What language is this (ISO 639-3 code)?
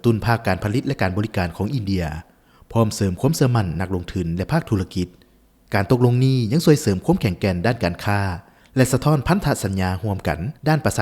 lao